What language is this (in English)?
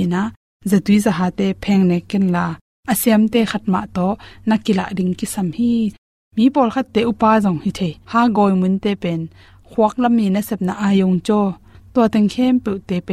Tedim Chin